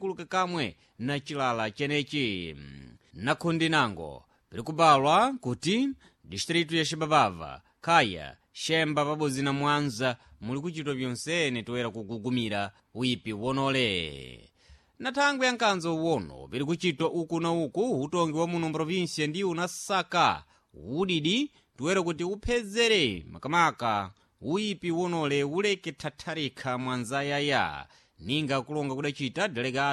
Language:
Sena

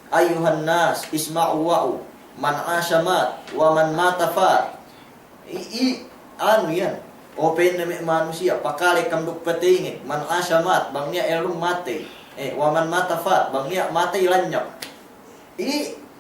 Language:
Yakan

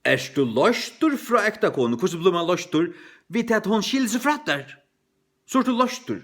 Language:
Faroese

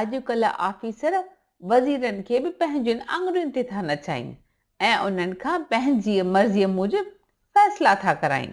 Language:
Sindhi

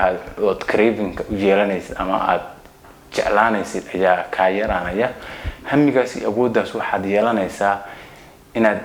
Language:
Somali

